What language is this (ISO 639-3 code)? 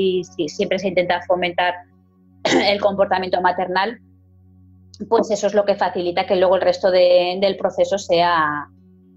spa